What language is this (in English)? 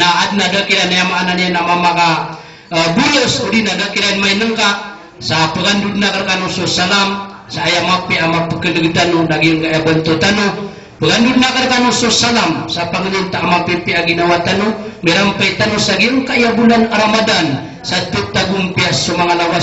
Maranao